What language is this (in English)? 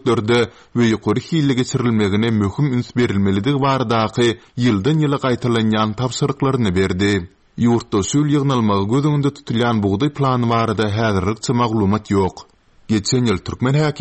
Turkmen